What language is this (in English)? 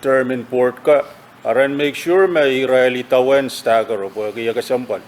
Pohnpeian